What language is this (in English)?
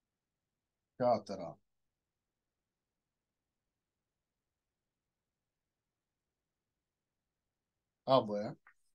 Ukrainian